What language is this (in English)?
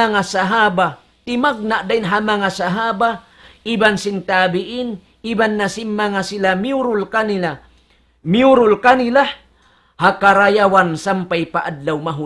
Tausug